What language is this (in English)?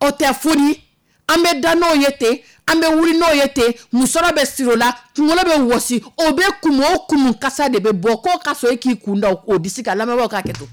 Dyula